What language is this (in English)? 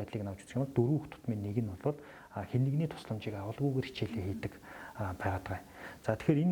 Mongolian